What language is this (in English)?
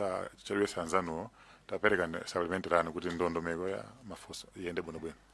Nyanja